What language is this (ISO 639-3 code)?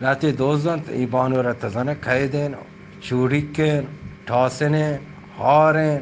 bal